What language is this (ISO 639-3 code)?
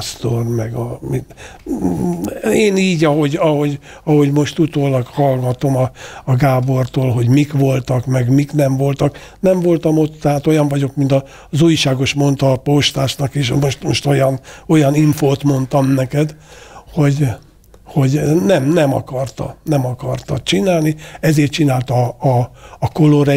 hun